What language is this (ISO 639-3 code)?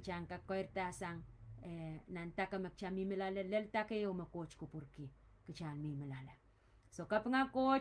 pon